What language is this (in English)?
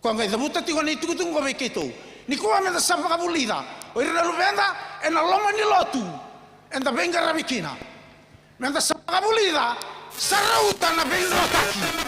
Fijian